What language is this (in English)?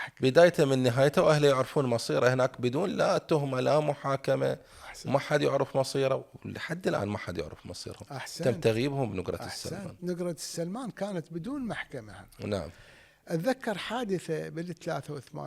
Mesopotamian Arabic